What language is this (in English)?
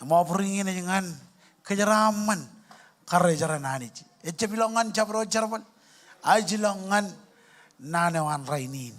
Marshallese